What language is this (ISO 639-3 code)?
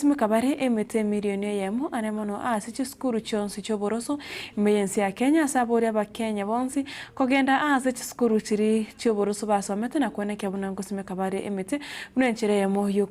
guz